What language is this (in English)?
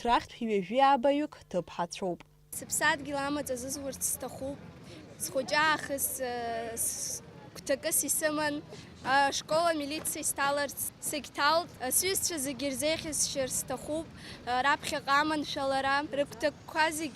Abkhazian